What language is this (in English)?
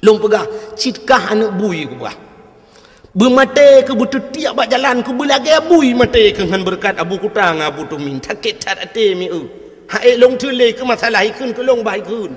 Achinese